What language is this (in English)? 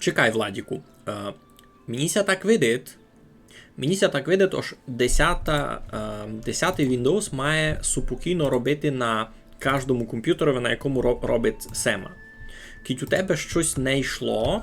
Rusyn